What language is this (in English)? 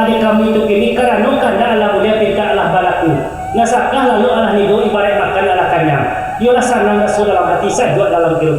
Minangkabau